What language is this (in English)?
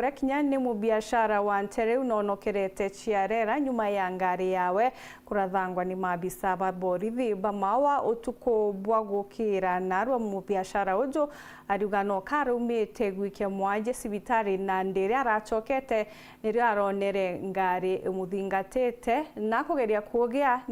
Meru